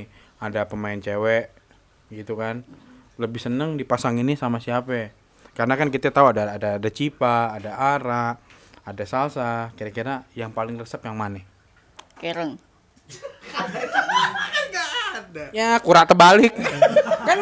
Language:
Betawi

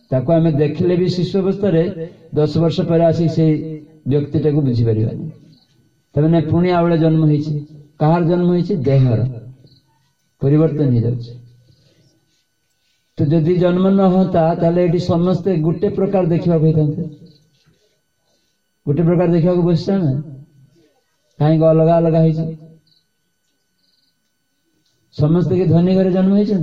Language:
Odia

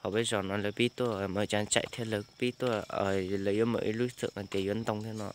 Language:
Hmong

